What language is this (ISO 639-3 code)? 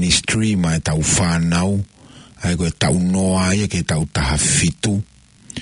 ton